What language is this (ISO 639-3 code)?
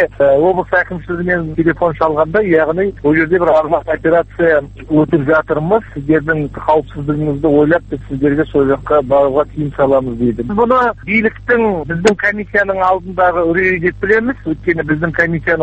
kaz